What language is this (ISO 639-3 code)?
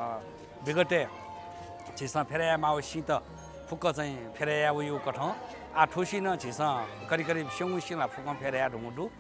new